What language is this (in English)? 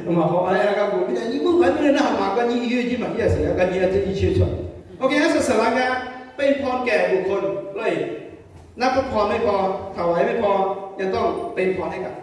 Akha